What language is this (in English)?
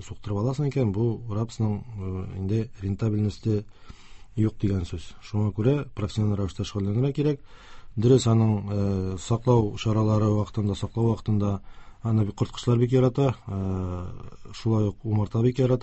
Tatar